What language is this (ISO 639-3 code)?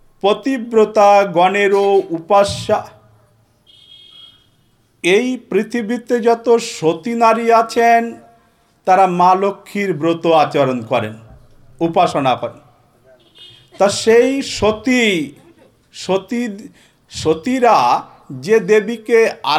ben